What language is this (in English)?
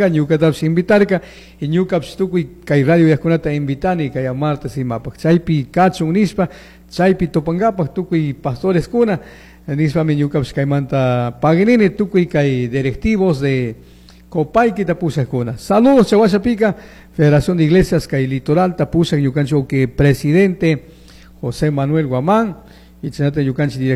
Chimborazo Highland Quichua